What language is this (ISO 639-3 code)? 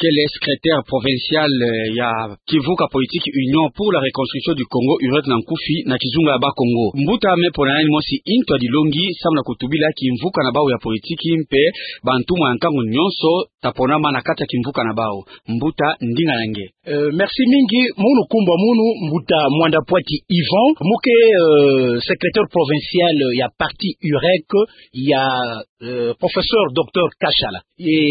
ktu